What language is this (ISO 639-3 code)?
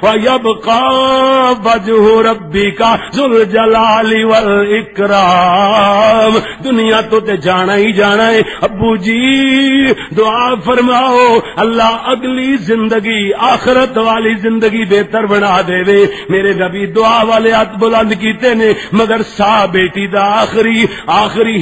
lah